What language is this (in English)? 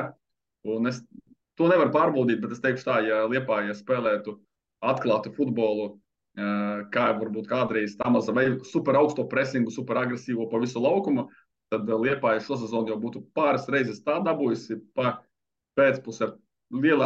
Latvian